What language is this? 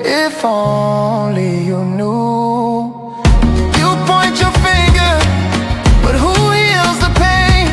Ewe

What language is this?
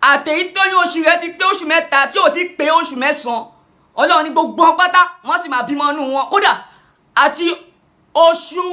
Yoruba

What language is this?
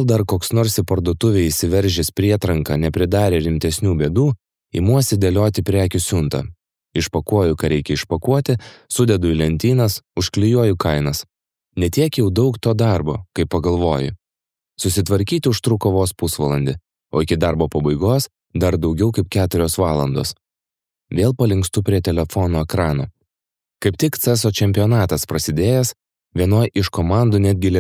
Lithuanian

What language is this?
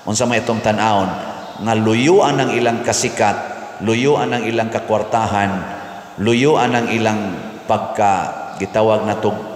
Cebuano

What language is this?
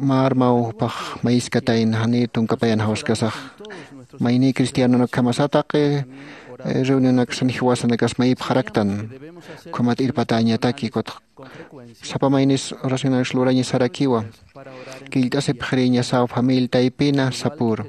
Aymara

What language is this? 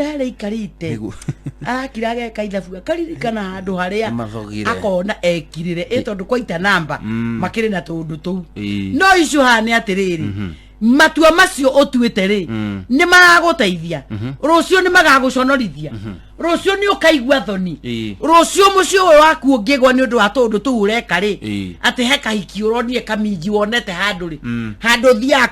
Kikuyu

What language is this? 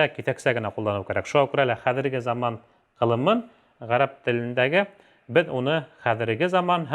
Bashkir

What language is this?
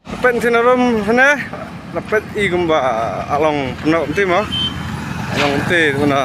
Khasi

